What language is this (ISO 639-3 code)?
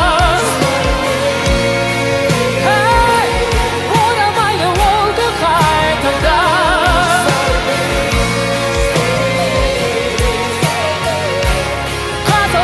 kaz